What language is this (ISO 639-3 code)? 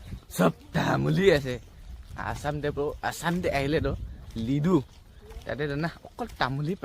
nag